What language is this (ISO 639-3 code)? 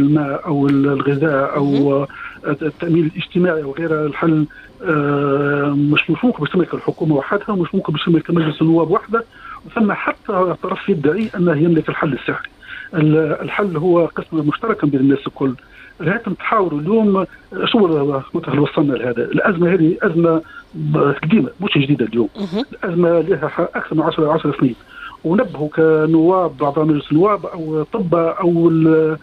aeb